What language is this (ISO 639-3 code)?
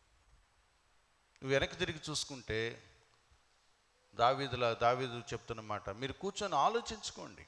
tel